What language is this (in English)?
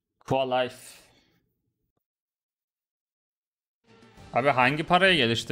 Turkish